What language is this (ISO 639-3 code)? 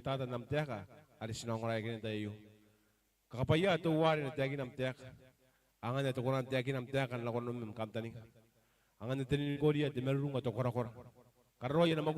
gil